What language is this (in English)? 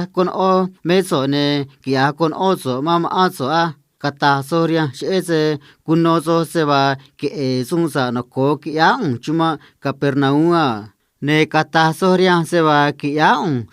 Copala Triqui